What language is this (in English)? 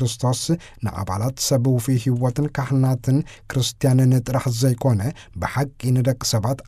Tigrinya